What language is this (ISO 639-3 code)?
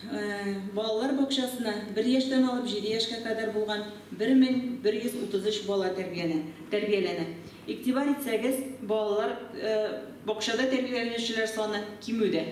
tat